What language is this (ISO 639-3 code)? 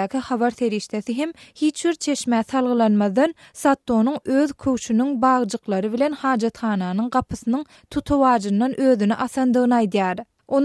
tuk